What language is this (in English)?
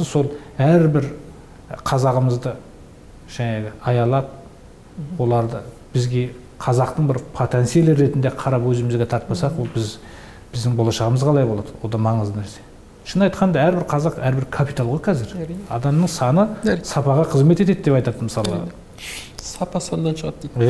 Kazakh